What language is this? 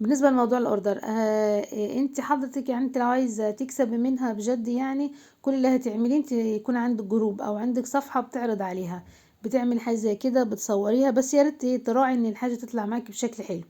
Egyptian Arabic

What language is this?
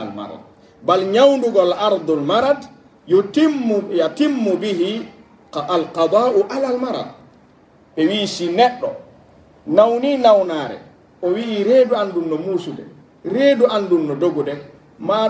Pular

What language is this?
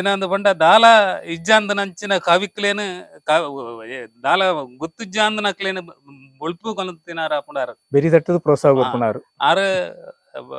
Tulu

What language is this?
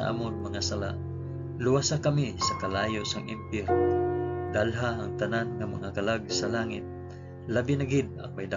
Hiligaynon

